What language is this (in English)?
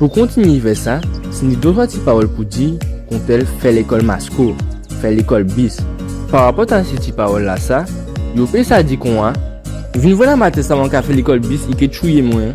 Guadeloupean Creole French